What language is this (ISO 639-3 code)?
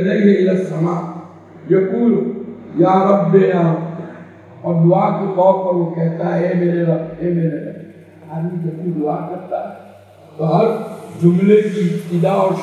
urd